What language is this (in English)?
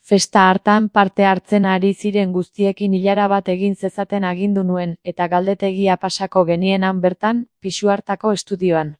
Basque